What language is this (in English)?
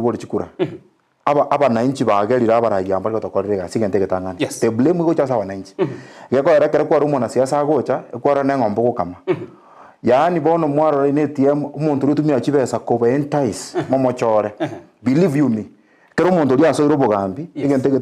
Gusii